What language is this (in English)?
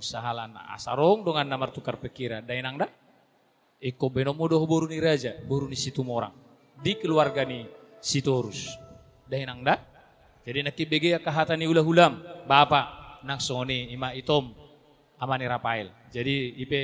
Batak Toba